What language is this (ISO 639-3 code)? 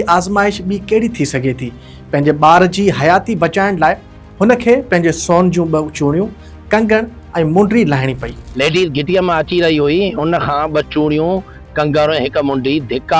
snd